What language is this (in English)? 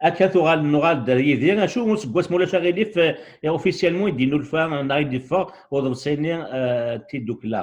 Kabyle